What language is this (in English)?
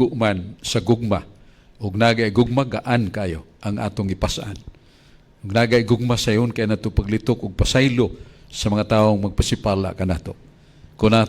Cebuano